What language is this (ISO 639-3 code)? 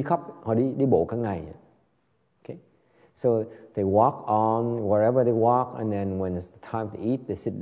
vie